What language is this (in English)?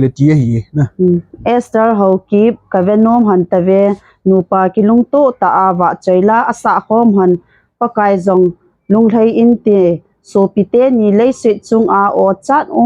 Thado Chin